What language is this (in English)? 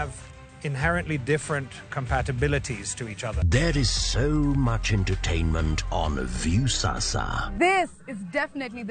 Luo (Kenya and Tanzania)